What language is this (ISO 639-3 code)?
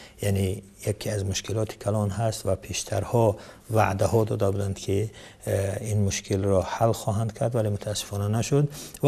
tgk